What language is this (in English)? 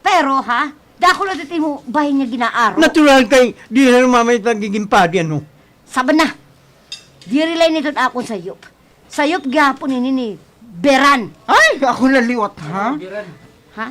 Waray